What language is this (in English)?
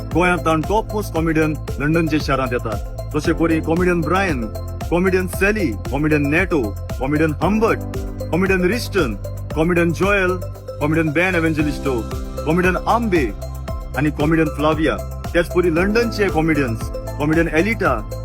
Konkani